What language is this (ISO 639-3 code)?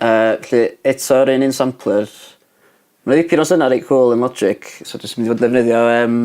cym